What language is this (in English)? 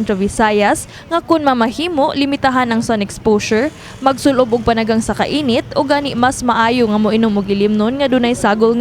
Cebuano